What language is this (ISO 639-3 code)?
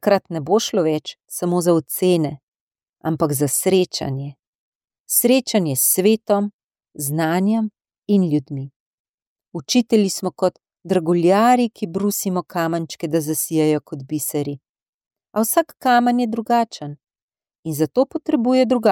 slv